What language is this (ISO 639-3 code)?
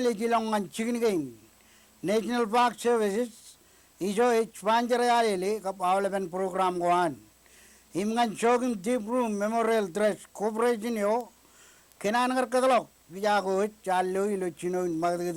mah